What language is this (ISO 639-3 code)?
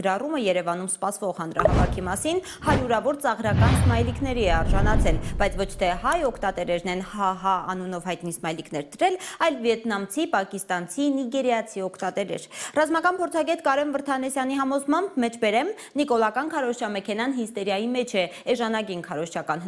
hye